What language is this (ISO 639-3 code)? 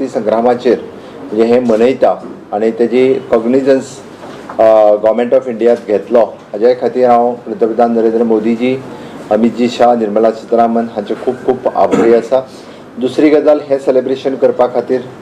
kok